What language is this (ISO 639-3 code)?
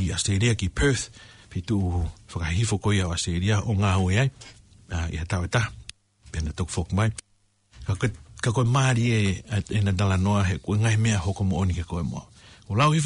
ton